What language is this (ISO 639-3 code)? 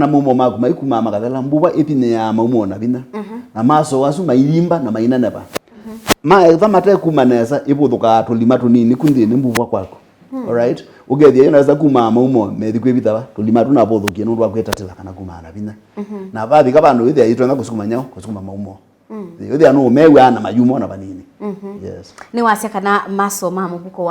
kam